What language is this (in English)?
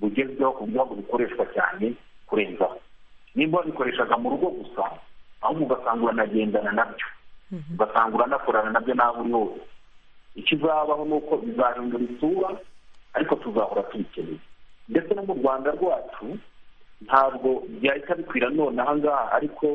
Kinyarwanda